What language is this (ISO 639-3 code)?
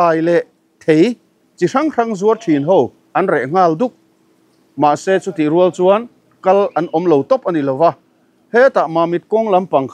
lus